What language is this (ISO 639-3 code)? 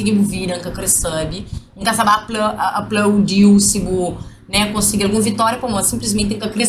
kea